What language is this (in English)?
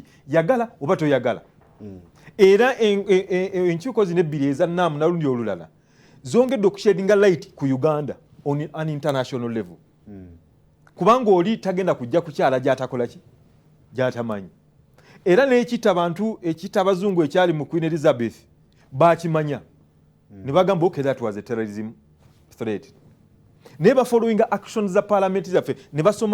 Ganda